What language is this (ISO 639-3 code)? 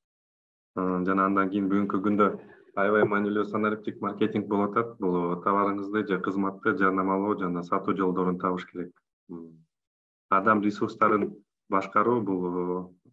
kir